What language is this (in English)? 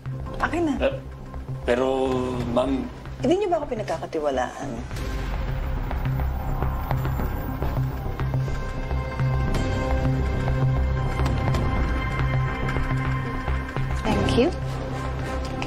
Filipino